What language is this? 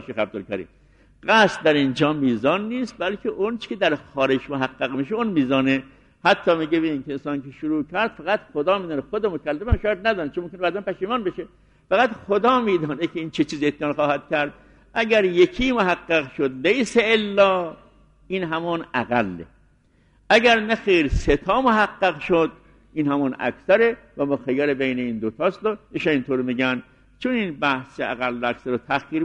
Persian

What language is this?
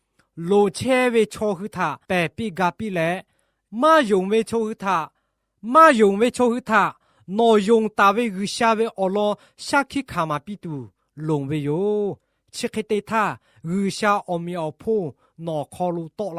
Lahu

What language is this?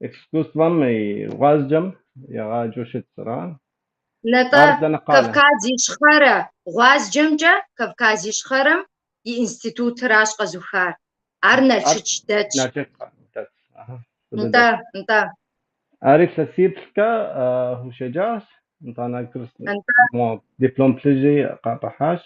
Kabardian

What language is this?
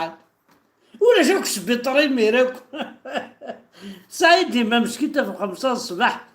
Kabyle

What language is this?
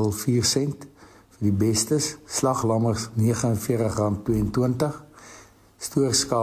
Afrikaans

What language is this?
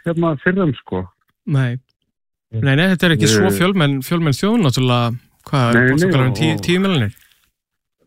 Icelandic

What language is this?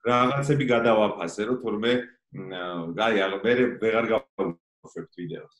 Georgian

